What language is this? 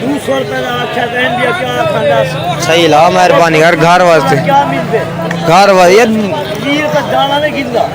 Saraiki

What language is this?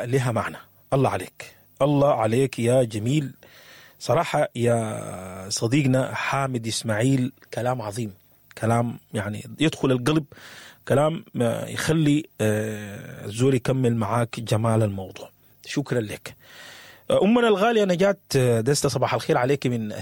Sudanese Arabic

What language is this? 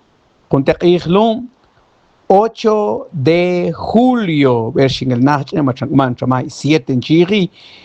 Mam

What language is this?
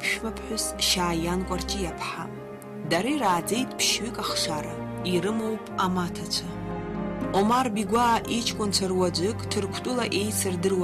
Abkhazian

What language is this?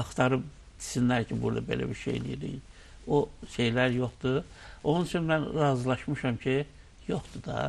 Azerbaijani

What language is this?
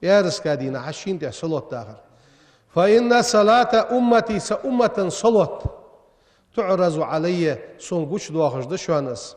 Ingush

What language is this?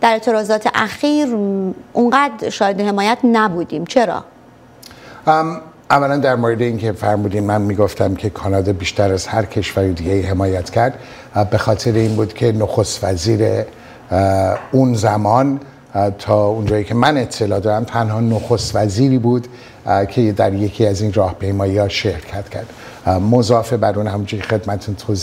Persian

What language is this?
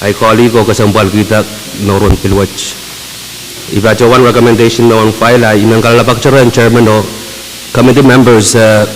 Pohnpeian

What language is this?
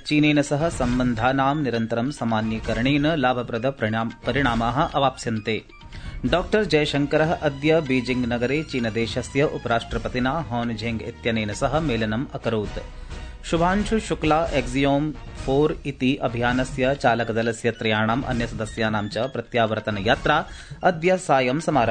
Sanskrit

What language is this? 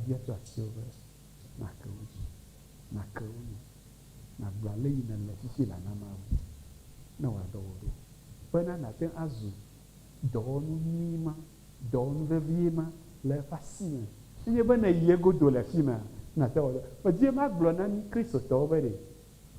Ewe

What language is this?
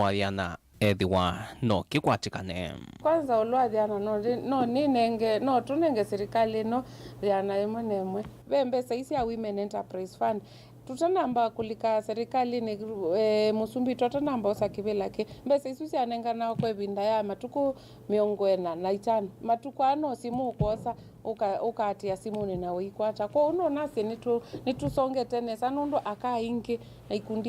Kamba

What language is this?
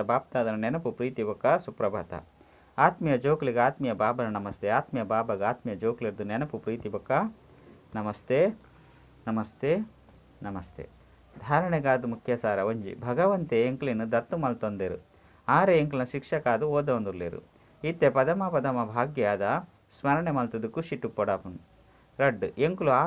Tulu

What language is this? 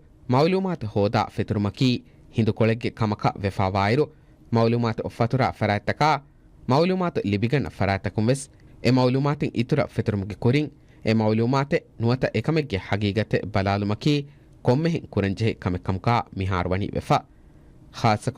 Divehi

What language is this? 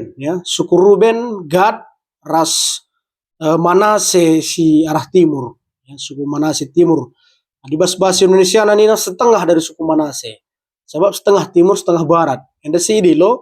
Batak Karo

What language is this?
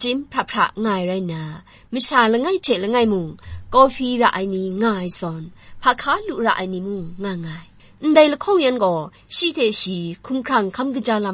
Kachin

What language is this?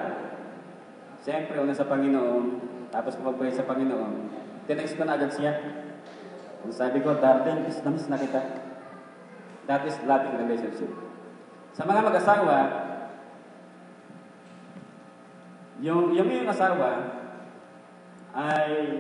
Filipino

